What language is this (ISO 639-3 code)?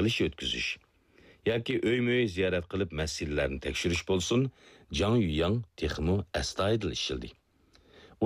uig